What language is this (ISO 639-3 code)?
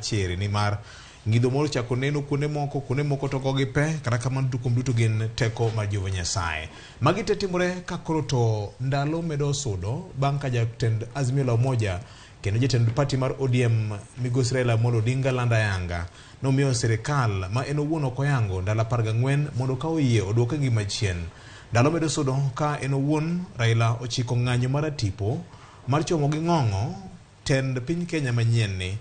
luo